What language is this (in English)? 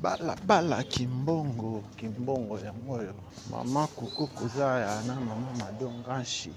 Lingala